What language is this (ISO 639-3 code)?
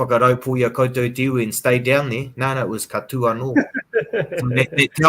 mri